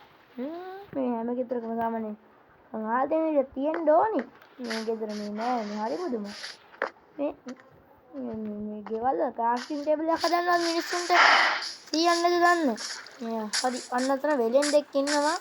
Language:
Sinhala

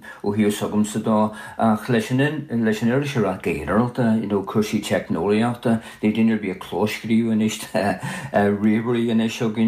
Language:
Irish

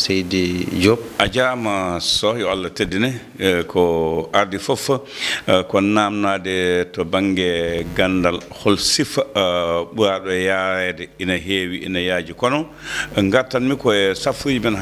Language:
Fula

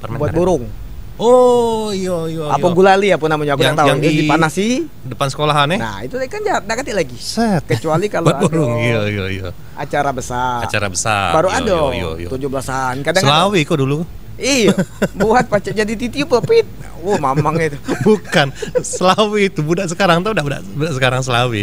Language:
Musi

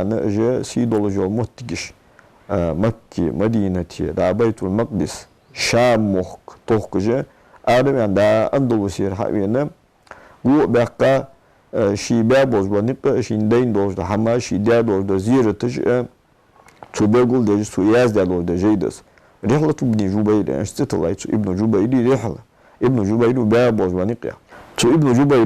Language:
Ingush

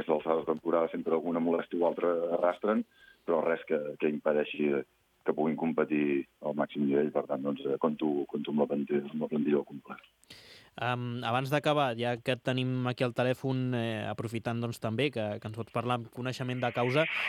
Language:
Catalan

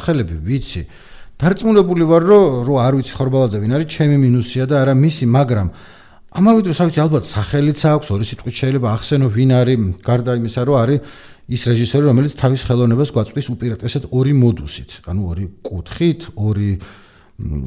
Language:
Georgian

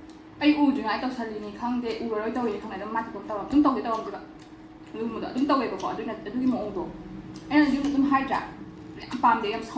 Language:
Manipuri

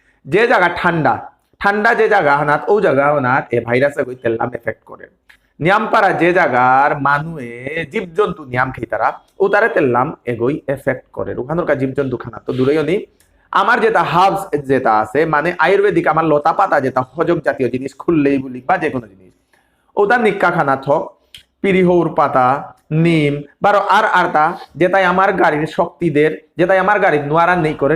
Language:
Bishnupriya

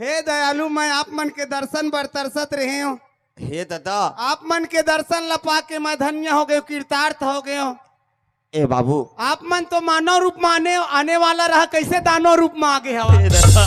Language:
Chhattisgarhi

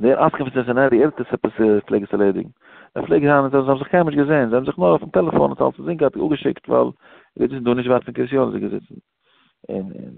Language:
Yiddish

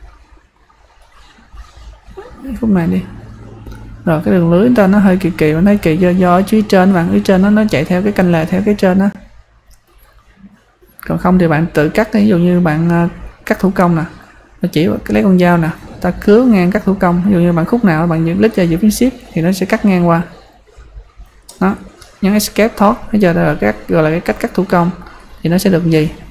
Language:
Vietnamese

